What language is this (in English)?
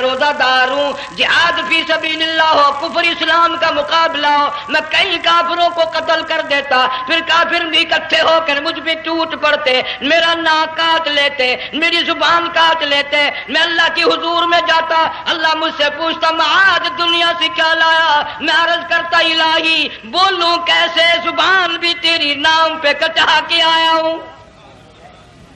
Urdu